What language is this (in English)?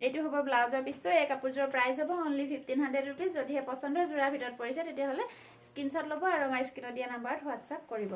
Assamese